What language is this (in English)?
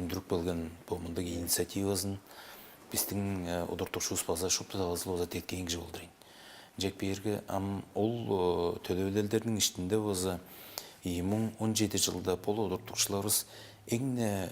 Tuvinian